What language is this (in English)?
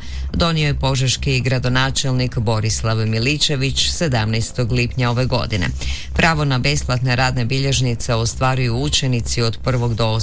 Croatian